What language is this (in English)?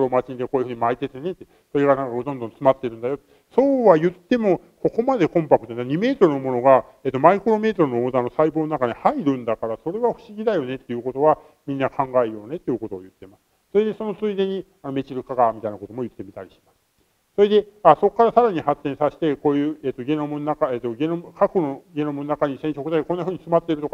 Japanese